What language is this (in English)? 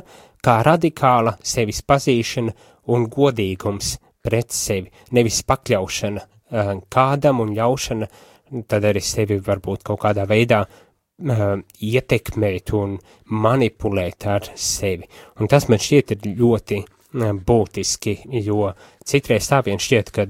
Latvian